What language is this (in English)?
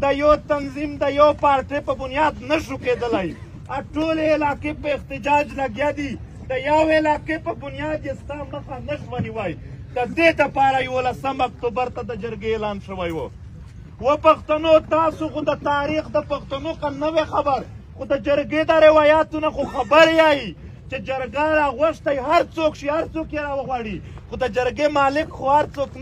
Pashto